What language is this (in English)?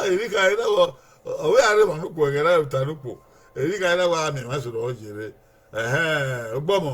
Bini